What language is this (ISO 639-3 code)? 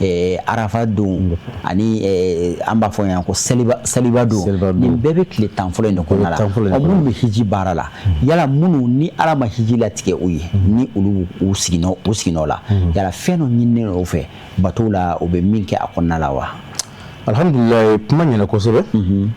bam